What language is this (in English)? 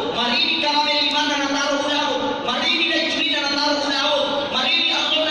Buginese